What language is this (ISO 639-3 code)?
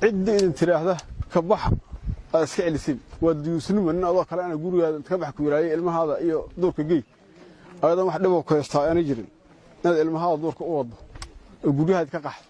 som